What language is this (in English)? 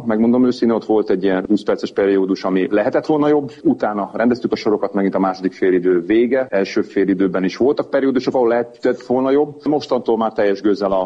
Hungarian